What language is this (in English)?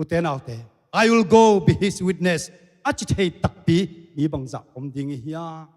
Tedim Chin